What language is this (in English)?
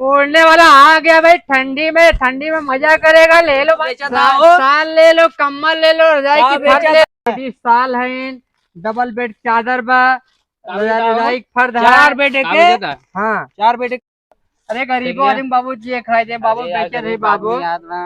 Awadhi